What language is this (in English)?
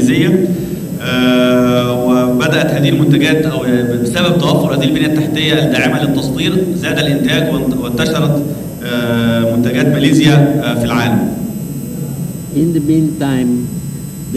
Arabic